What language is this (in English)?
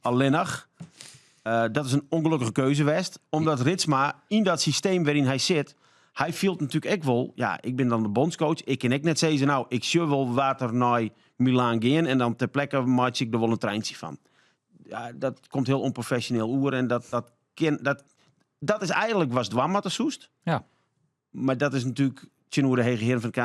Western Frisian